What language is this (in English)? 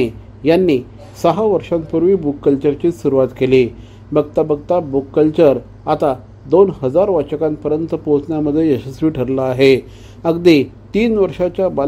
Marathi